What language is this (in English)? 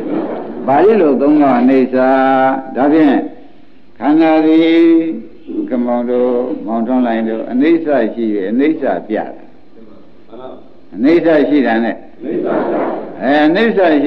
Burmese